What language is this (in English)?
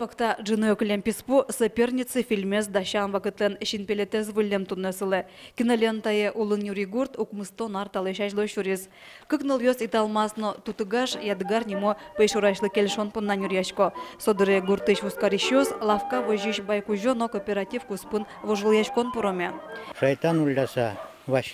Udmurt